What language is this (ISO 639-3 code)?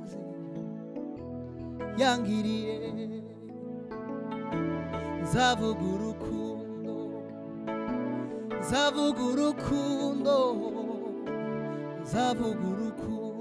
kin